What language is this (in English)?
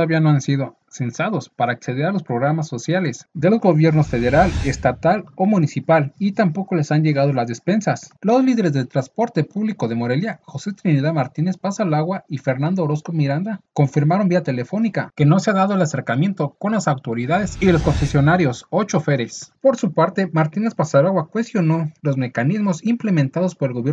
Spanish